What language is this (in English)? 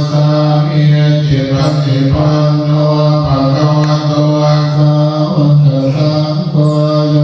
Pali